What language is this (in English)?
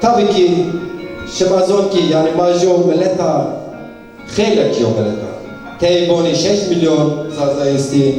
Zaza